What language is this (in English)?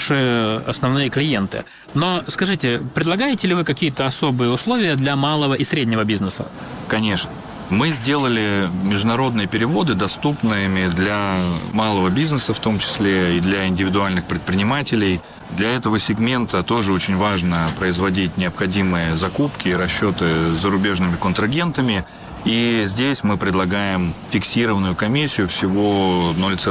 Russian